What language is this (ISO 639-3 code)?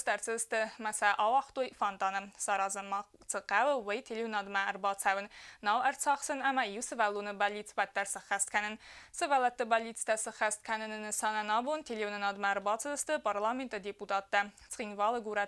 oss